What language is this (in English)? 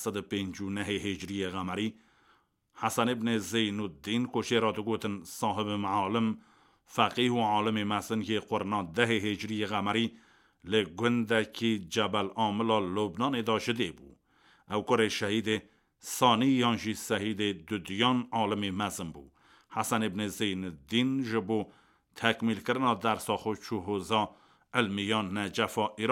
Kurdish